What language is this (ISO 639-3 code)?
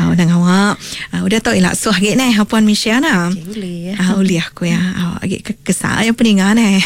iba